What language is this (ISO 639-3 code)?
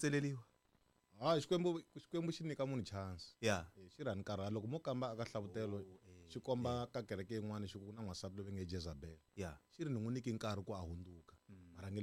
tso